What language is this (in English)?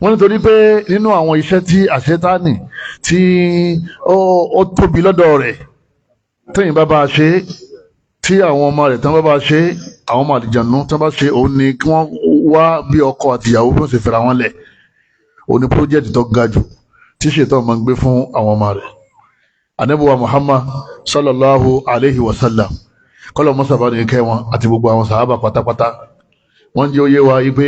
Yoruba